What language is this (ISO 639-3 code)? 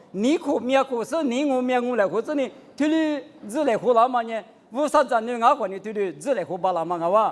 lis